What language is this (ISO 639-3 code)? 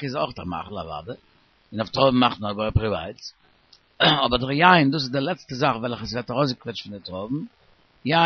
yid